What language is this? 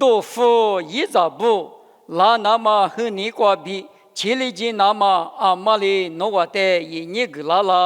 Lisu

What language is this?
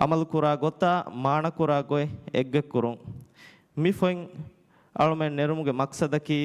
Divehi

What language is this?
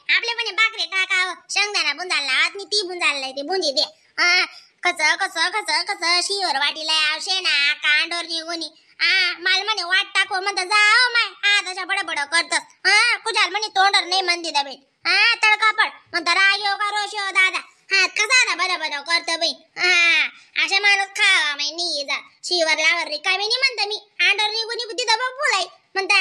Khandesi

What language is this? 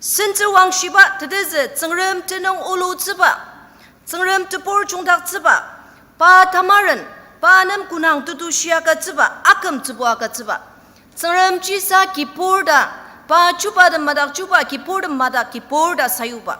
Ao Naga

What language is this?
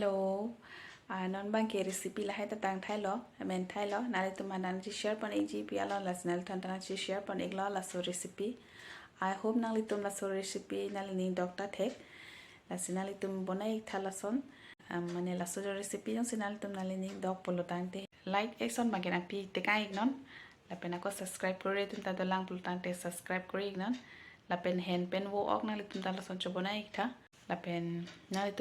Karbi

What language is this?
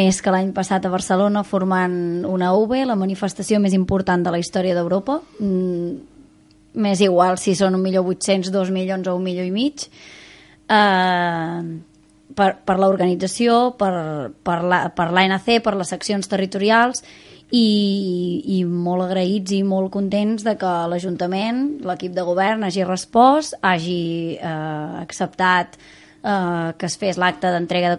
Catalan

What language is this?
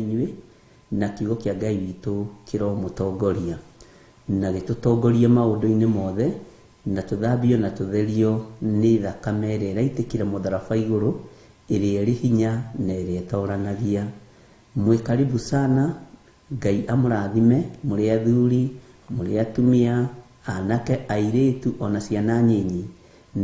Kikuyu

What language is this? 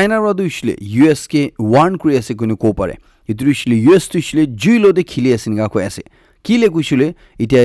Naga Pidgin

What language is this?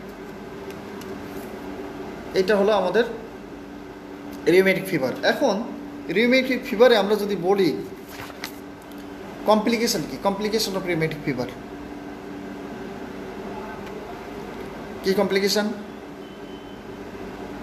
Bangla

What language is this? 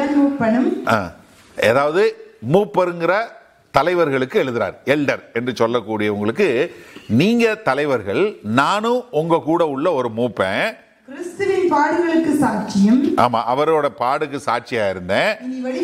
Tamil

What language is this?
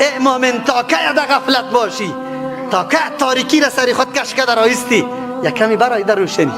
Persian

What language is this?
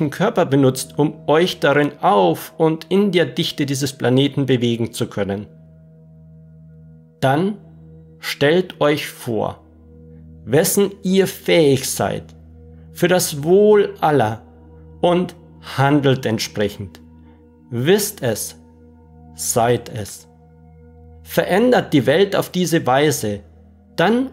German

